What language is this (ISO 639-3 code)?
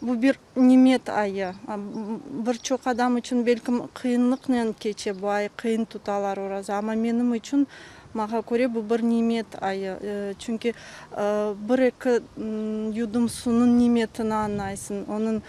crh